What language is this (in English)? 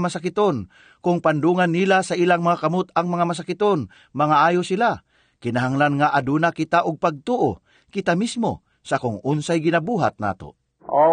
Cebuano